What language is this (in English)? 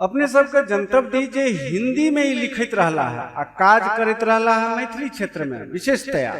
Maithili